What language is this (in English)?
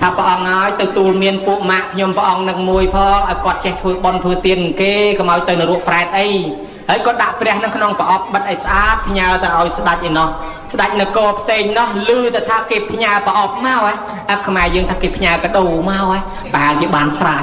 Khmer